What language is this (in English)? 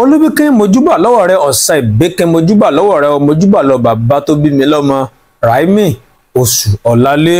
Yoruba